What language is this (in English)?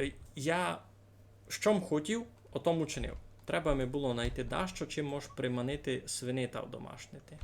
Rusyn